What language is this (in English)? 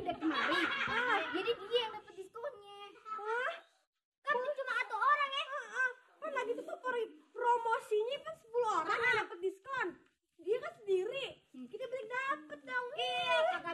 Betawi